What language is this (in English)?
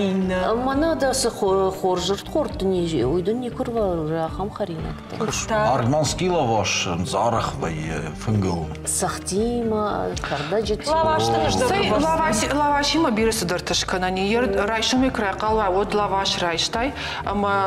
Ossetic